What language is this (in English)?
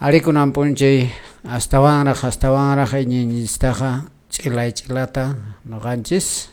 Quechua